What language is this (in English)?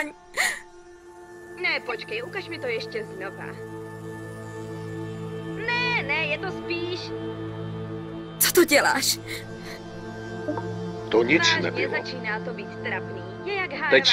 Czech